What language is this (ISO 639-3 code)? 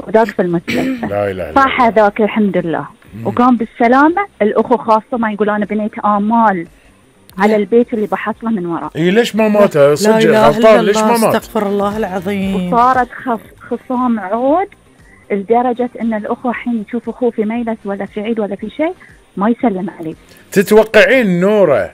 afb